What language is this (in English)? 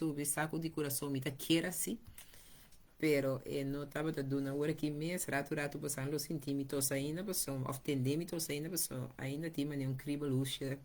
Papiamento